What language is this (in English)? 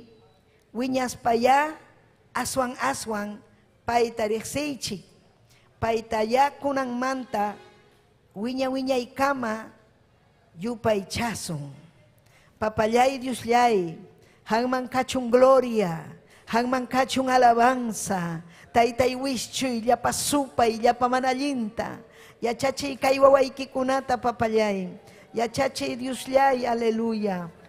Ayacucho Quechua